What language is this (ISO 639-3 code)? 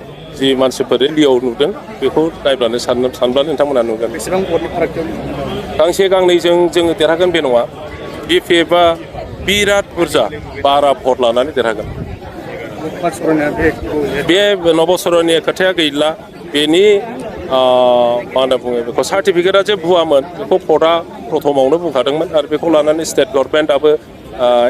brx